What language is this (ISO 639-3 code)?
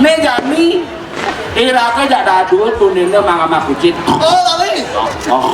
ban